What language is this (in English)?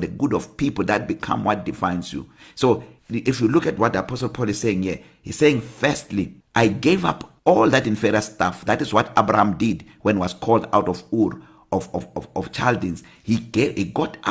English